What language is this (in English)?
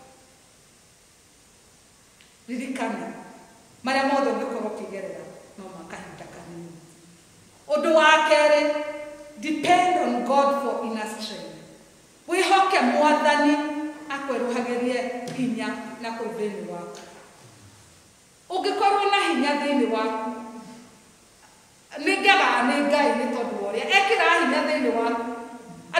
Kikuyu